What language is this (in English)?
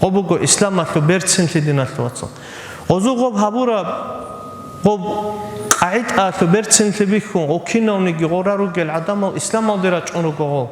Avaric